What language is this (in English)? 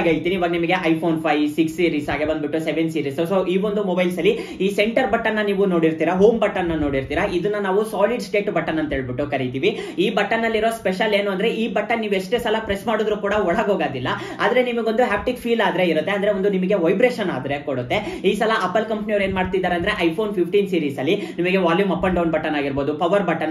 Kannada